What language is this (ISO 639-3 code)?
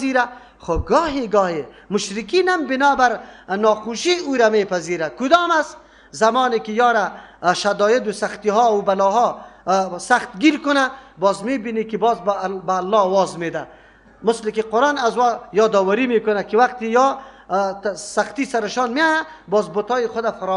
fas